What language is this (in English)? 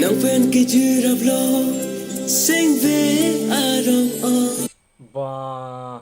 Karbi